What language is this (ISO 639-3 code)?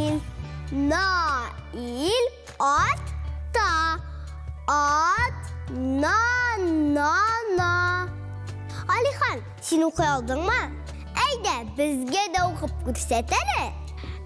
tat